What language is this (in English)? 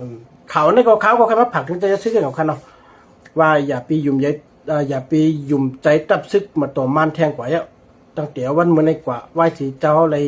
Shan